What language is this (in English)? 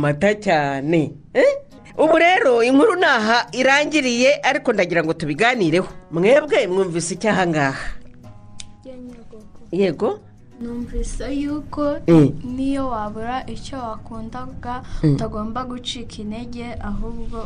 Kinyarwanda